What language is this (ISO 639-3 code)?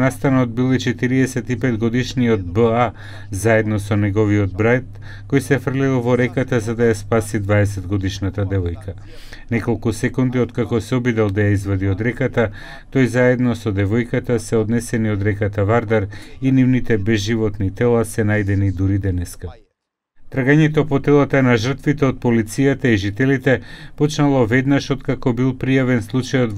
mkd